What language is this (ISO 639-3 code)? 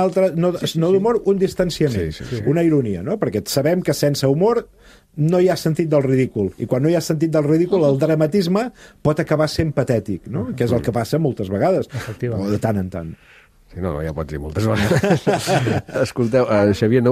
cat